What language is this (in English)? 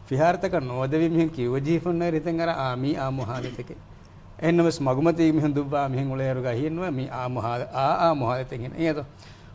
Divehi